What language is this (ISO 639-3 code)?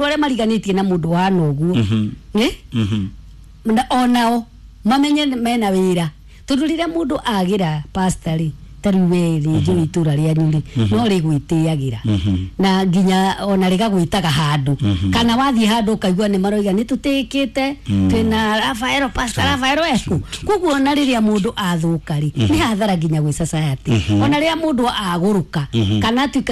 kik